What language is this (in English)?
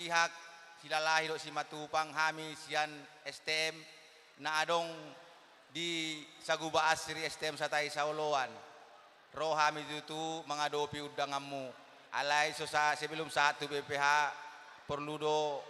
Batak Toba